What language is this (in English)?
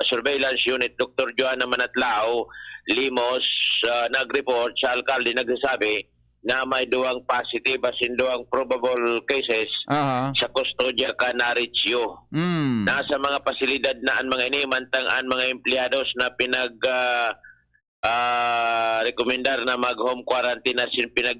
Bikol